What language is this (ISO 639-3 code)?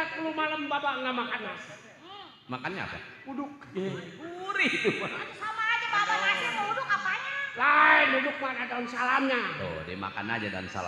bew